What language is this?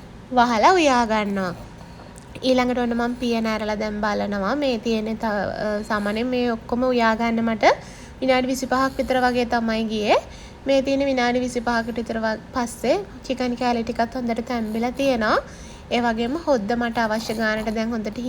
Sinhala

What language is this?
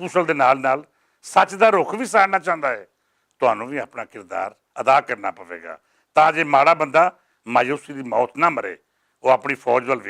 Western Panjabi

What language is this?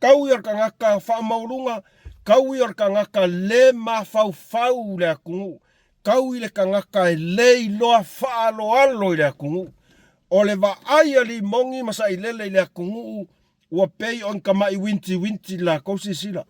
Samoan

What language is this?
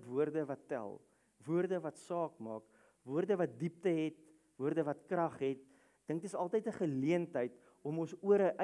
Afrikaans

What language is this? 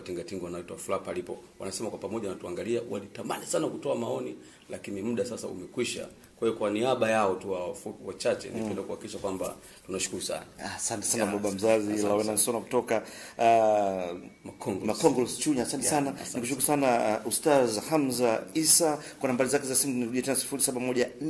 Swahili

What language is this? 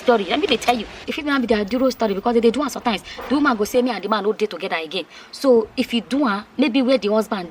Nigerian Pidgin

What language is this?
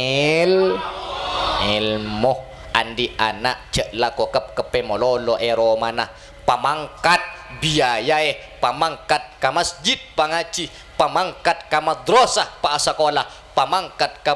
Madurese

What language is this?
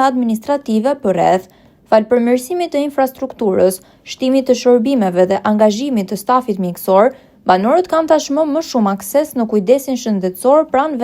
Albanian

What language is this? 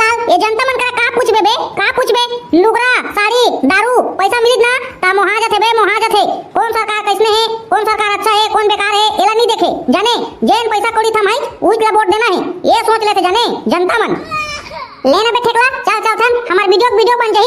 Chhattisgarhi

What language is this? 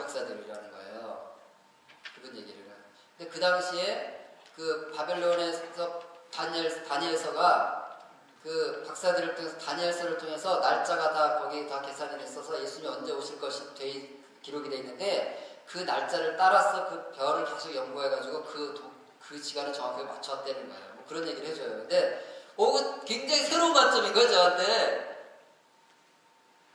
Korean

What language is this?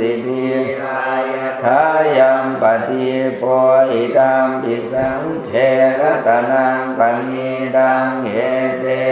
Pali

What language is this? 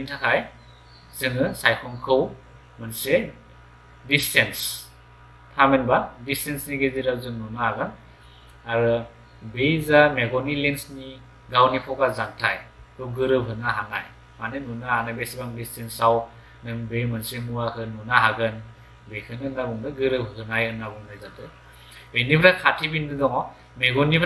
Bodo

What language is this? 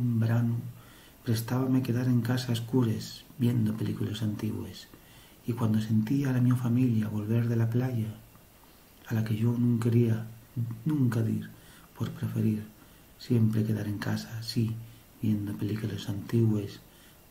Asturian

